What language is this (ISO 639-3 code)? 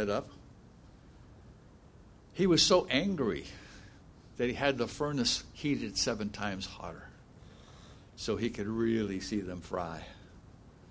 eng